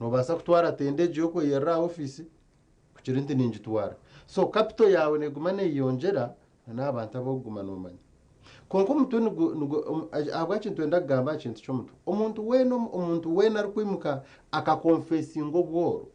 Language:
Nyankole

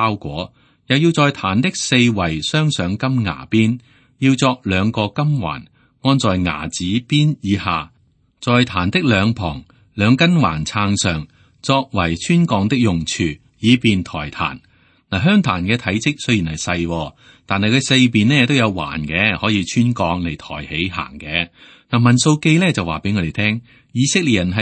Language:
Cantonese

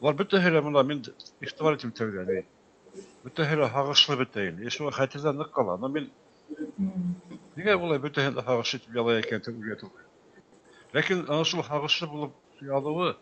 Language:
Bashkir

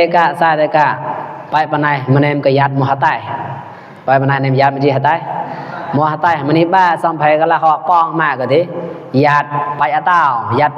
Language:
Mon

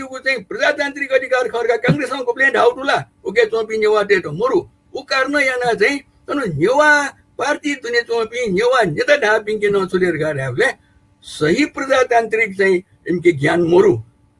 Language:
Newari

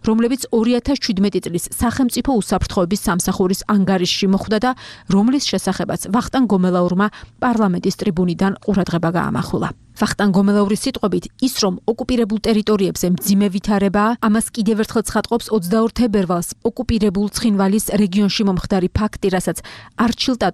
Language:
Georgian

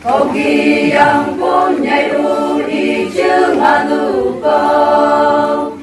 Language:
Phom Naga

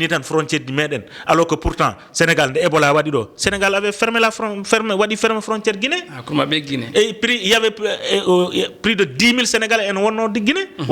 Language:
Fula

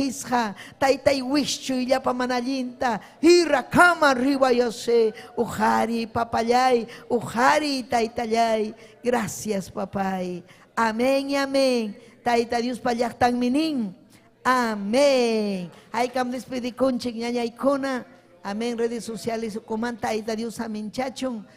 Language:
Ayacucho Quechua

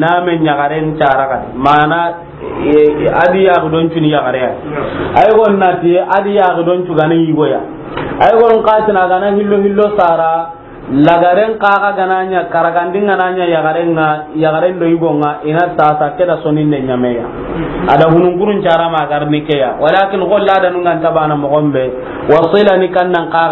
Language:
Soninke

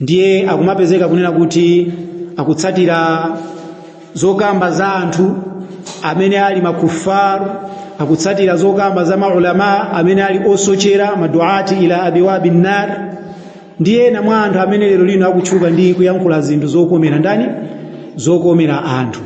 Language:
Nyanja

